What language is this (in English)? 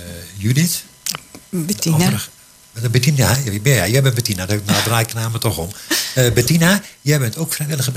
Dutch